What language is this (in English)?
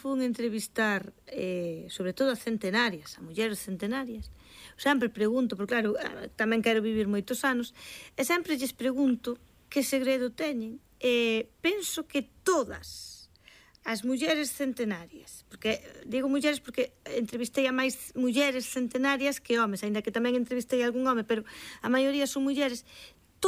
Galician